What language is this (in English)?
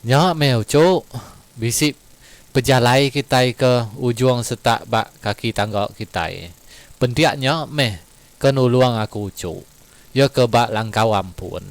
Iban